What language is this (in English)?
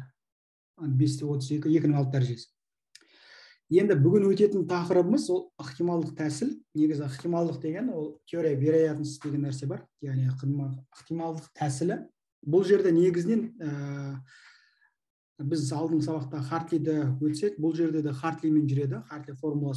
Kazakh